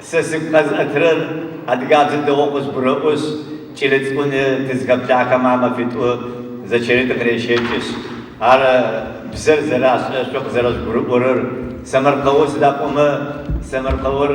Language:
Adyghe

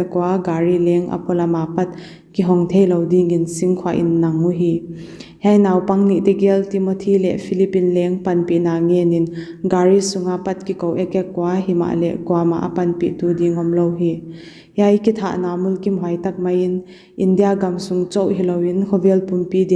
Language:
Paite Chin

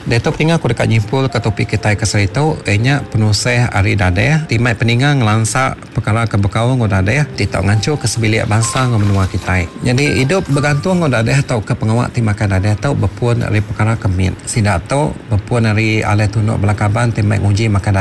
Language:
Iban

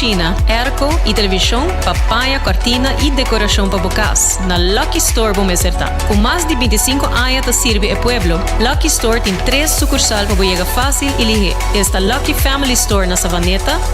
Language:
Papiamento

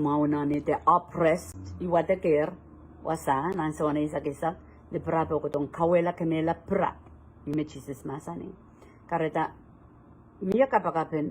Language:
Pohnpeian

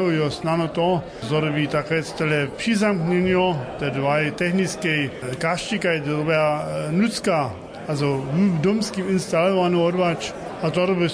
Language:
Upper Sorbian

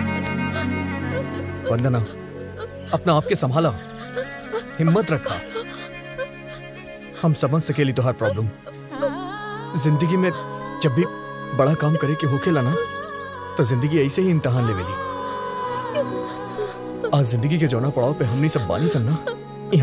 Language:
Bhojpuri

